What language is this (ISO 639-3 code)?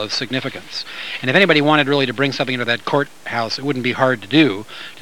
eng